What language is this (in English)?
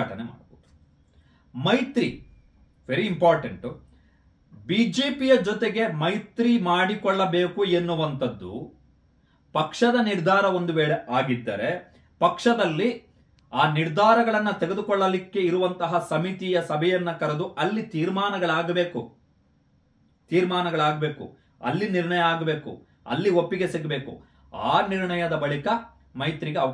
Kannada